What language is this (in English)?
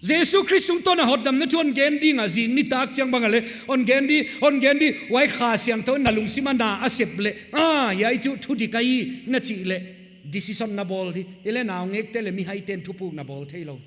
Paite Chin